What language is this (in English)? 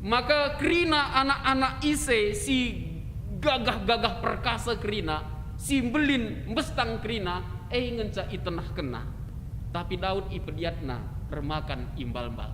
Batak Karo